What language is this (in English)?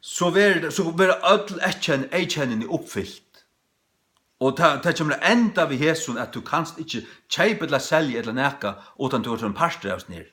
Faroese